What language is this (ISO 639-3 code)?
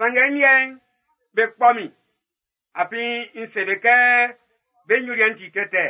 bci